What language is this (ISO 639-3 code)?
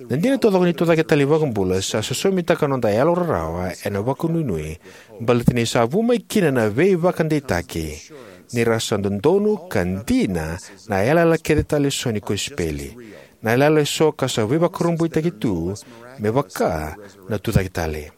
fij